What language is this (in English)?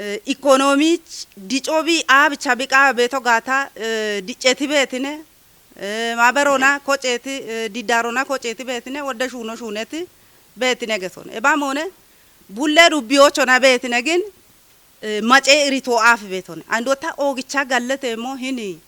Kafa